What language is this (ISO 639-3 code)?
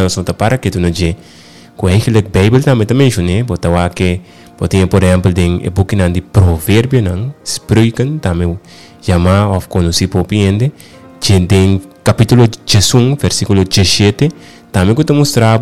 pap